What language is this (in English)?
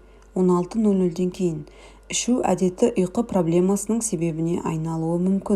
Kazakh